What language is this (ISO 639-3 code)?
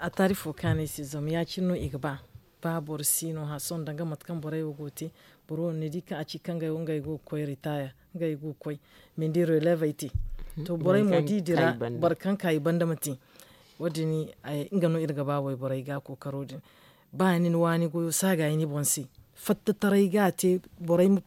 dje